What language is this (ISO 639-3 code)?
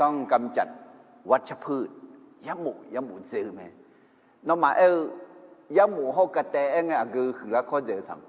ahk